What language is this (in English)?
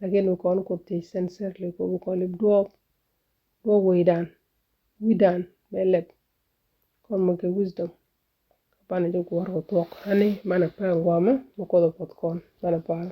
Nuer